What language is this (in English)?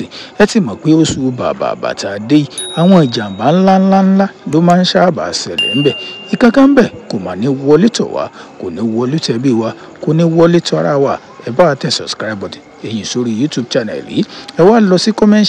Yoruba